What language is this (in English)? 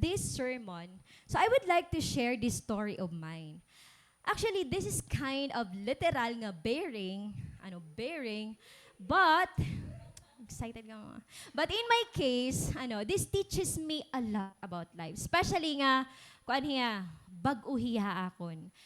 Waray